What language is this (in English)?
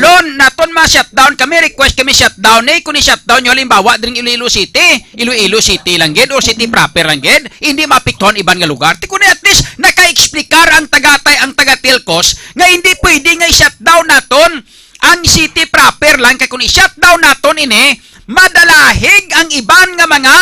Hiligaynon